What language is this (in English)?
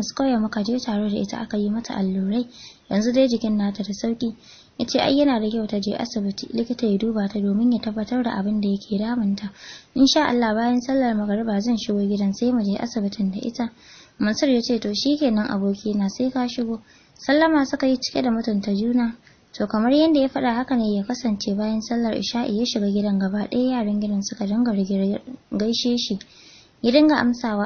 Hausa